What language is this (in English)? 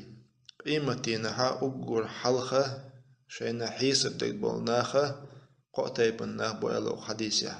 Chechen